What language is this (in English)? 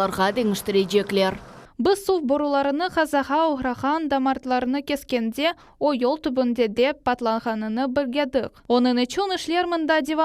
Crimean Tatar